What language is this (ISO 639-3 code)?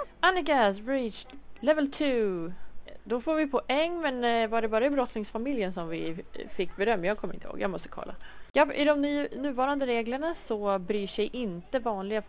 swe